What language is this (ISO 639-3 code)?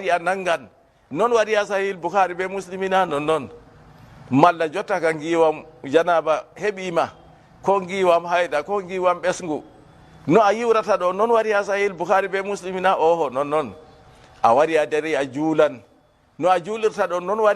ful